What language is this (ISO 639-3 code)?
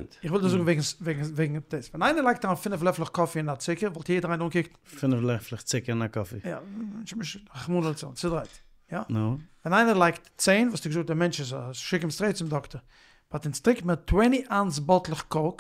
yid